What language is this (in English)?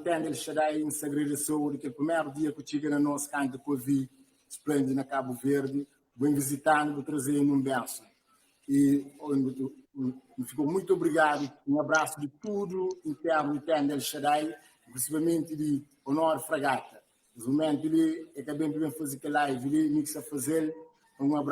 Kabuverdianu